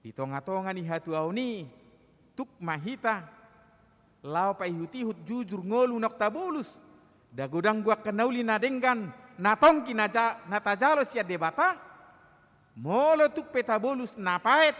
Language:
Batak Toba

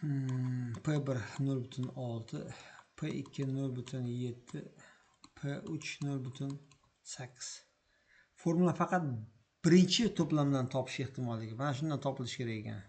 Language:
Uzbek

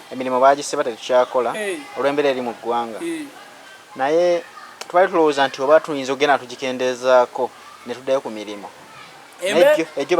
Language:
Ganda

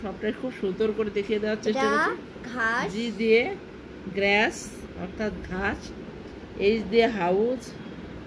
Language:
Bangla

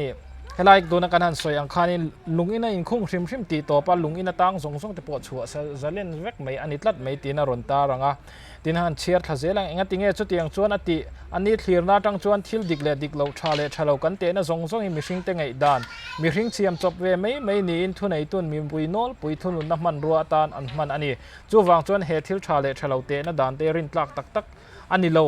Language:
Mizo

